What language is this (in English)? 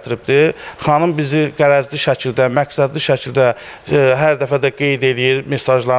Azerbaijani